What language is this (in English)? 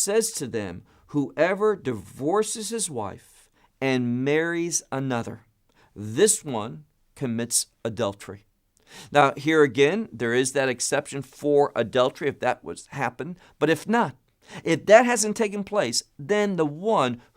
English